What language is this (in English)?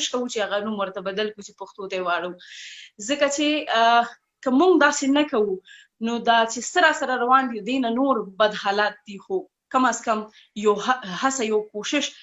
Pashto